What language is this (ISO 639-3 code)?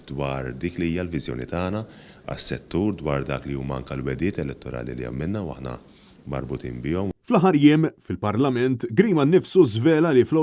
mlt